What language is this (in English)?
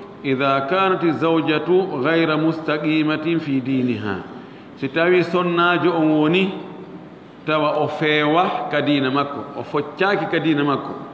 Fula